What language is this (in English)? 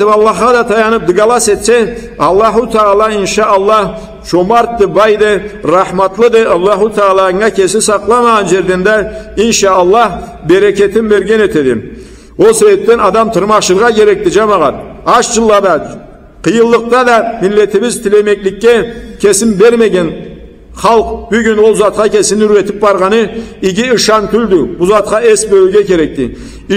Karachay-Balkar